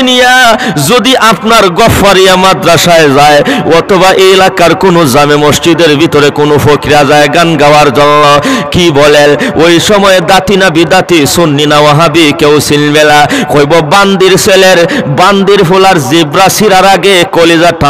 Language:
Sylheti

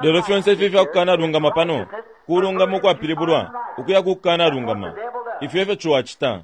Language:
Bemba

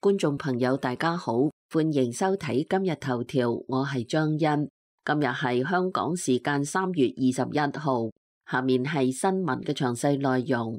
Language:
Cantonese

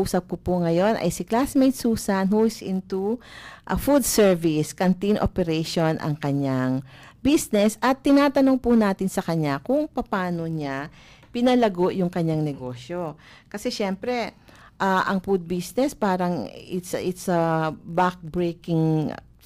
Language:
Filipino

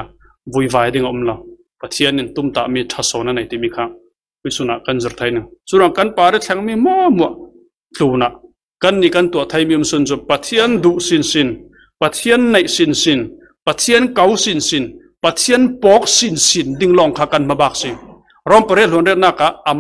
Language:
Falam Chin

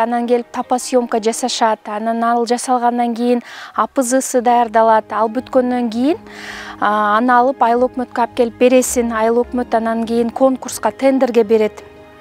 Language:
Kyrgyz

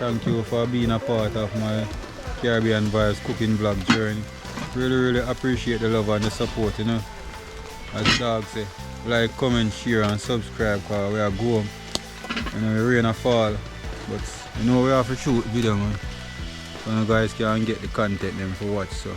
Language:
Jamaican Creole English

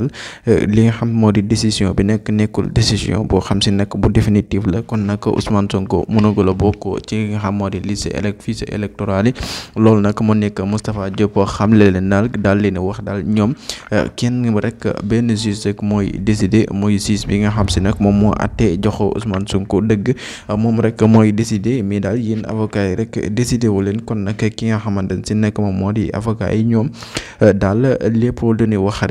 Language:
Wolof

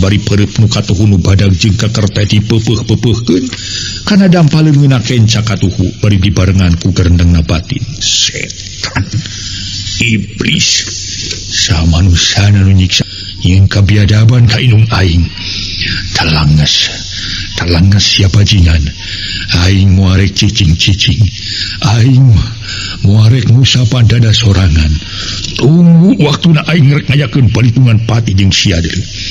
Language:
Sundanese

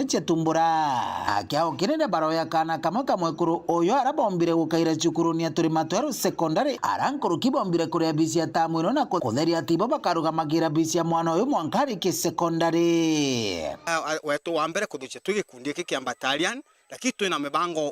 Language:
Meru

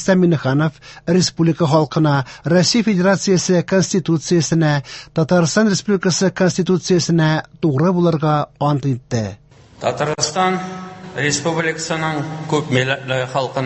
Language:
Tatar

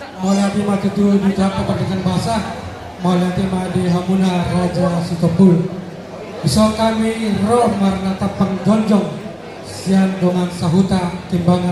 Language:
Batak Toba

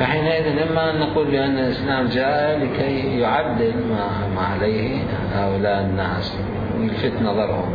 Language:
Mesopotamian Arabic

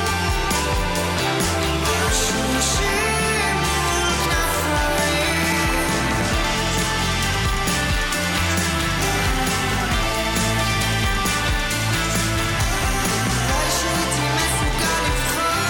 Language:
Hebrew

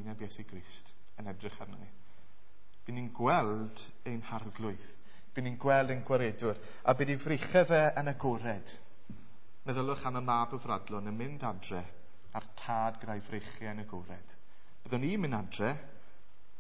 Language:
Welsh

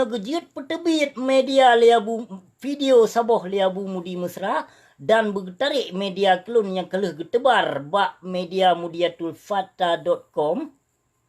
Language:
Achinese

